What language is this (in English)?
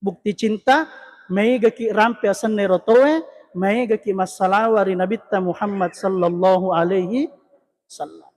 Buginese